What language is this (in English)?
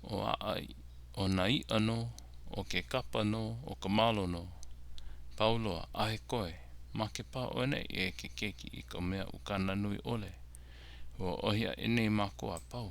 Hawaiian